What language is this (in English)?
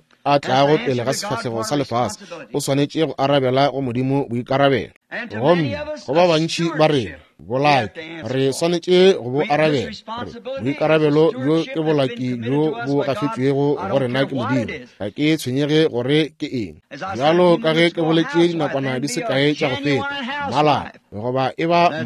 Northern Sotho